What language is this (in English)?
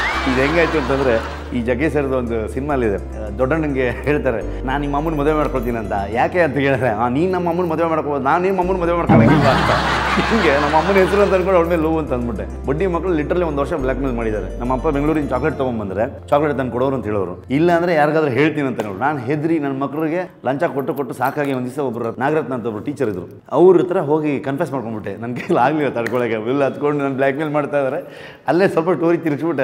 Kannada